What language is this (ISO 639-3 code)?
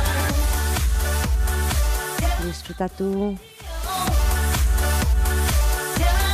eus